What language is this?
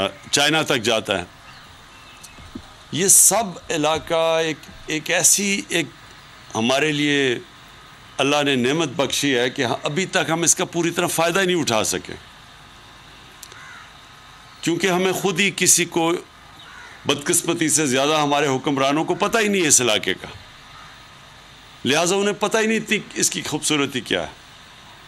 Urdu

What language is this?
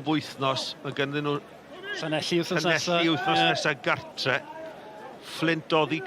Welsh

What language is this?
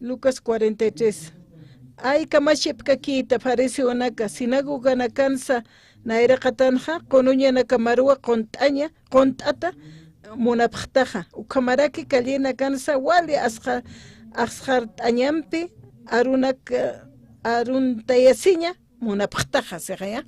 Aymara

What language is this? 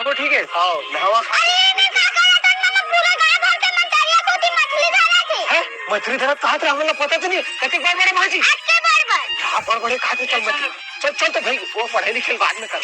Chhattisgarhi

